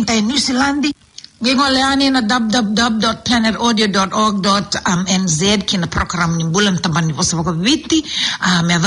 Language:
Fijian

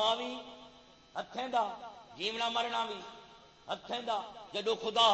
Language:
Saraiki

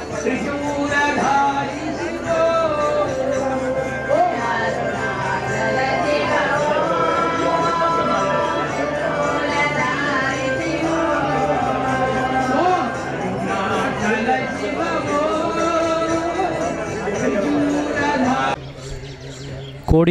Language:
Tamil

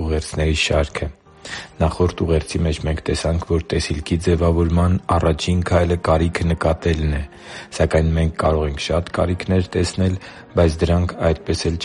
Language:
Armenian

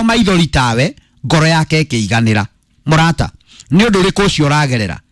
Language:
Kikuyu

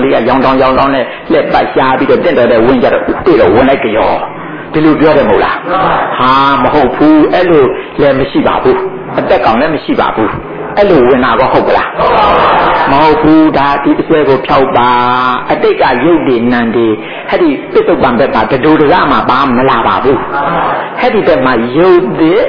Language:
Burmese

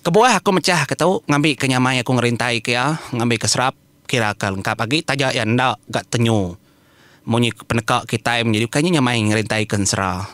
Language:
Iban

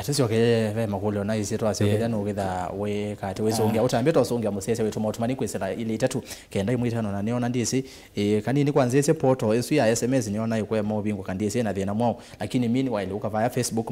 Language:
Kamba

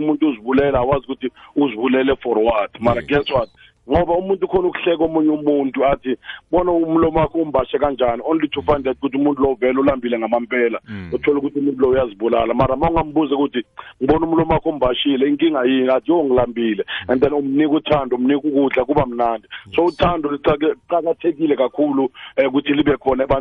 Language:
South Ndebele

